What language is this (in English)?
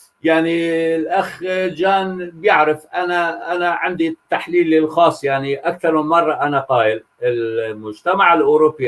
North Levantine Arabic